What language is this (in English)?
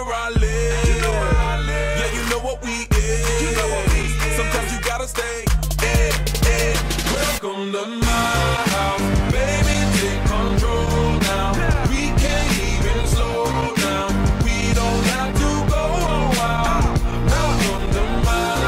English